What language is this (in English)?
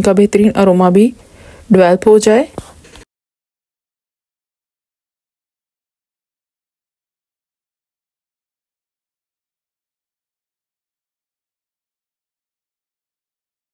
Hindi